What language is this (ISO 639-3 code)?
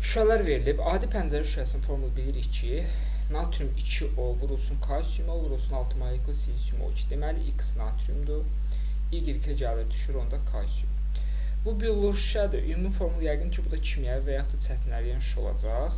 aze